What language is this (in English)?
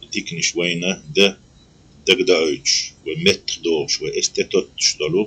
Chechen